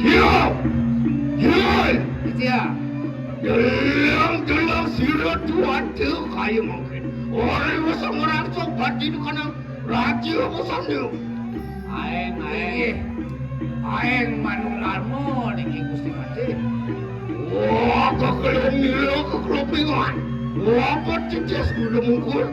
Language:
Balinese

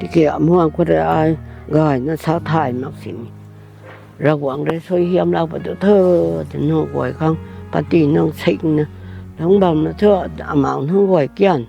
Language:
Rongmei Naga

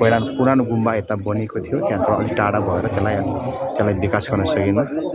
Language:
Nepali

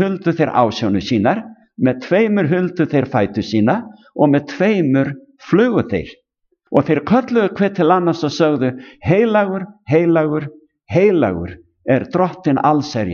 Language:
Icelandic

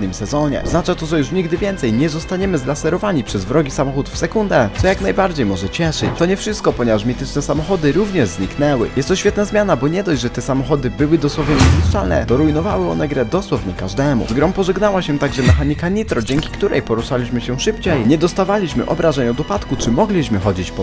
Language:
Polish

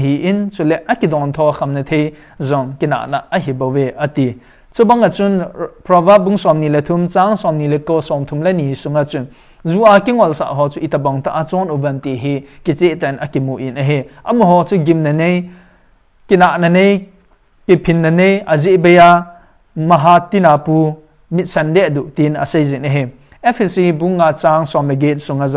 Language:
Thado Chin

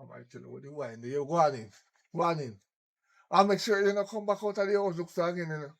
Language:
Jamaican Creole English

